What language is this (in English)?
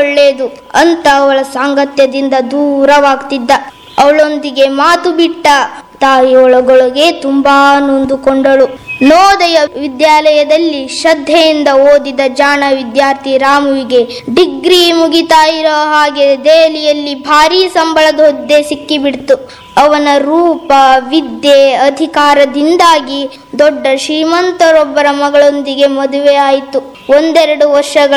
Kannada